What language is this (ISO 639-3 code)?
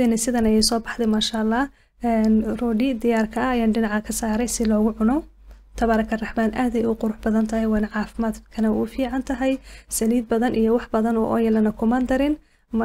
som